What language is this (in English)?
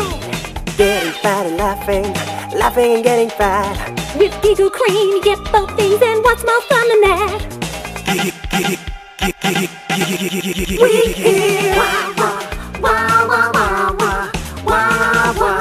English